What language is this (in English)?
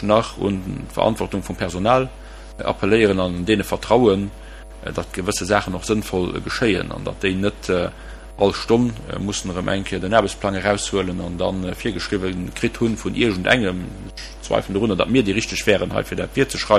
Luxembourgish